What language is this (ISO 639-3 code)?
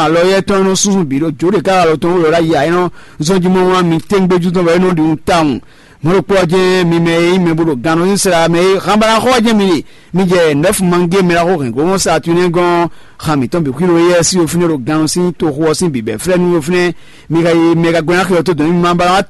fon